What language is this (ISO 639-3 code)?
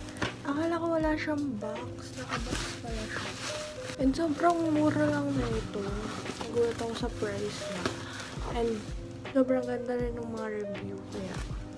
fil